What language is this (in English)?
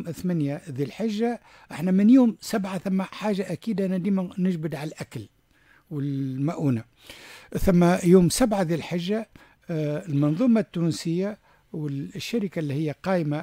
Tunisian Arabic